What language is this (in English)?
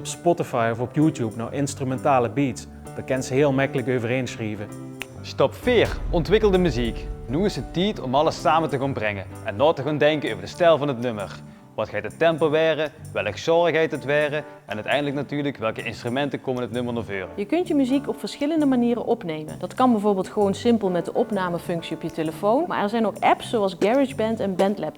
Limburgish